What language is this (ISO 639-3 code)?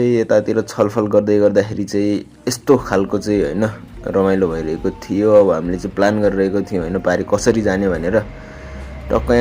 nep